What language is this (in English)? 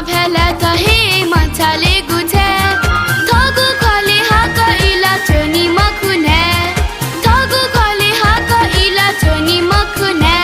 Newari